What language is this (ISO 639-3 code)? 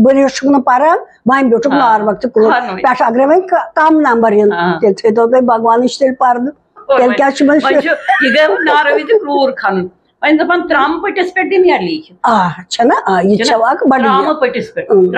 kas